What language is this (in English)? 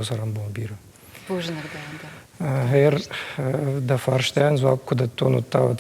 Ossetic